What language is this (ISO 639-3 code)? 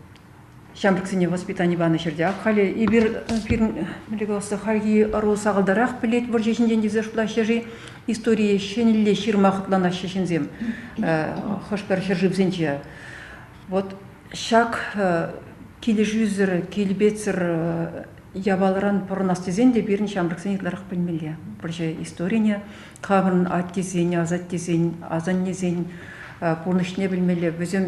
chv